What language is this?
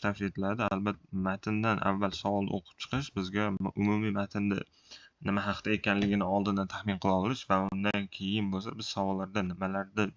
Uzbek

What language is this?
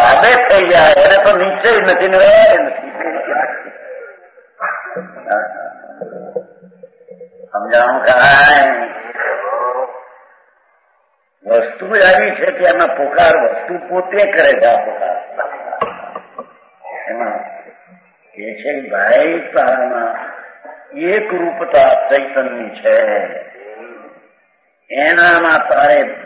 Gujarati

